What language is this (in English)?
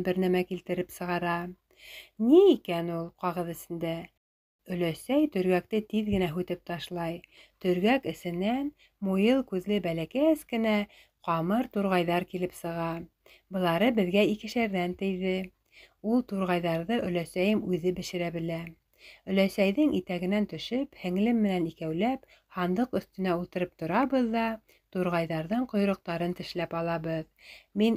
Bashkir